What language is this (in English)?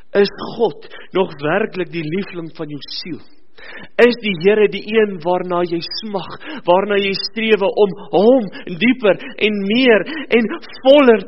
Afrikaans